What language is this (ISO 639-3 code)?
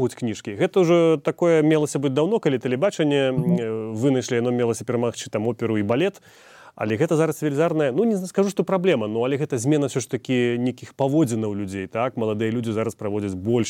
bel